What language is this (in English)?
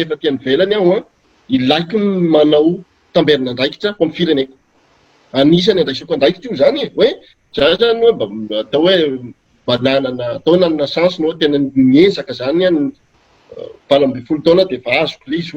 Malagasy